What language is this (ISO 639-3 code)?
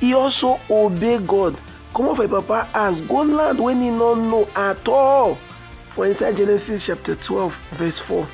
pcm